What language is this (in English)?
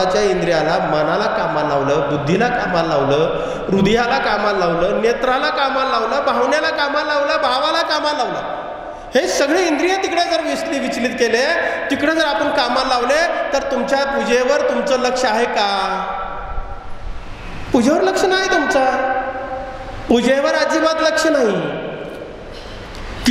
Marathi